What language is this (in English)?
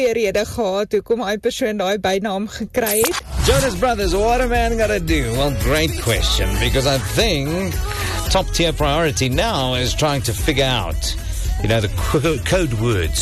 Afrikaans